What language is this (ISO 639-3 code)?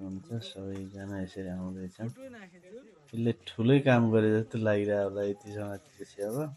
nep